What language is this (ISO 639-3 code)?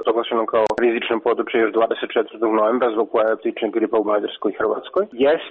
srp